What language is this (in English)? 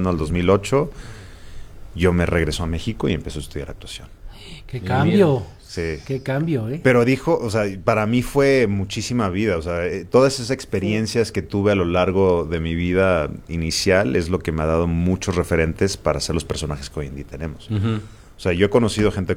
Spanish